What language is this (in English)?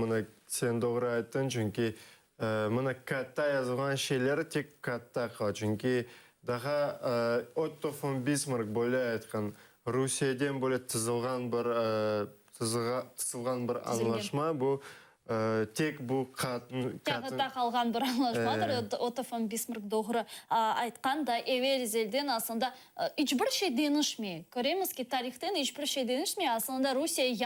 Crimean Tatar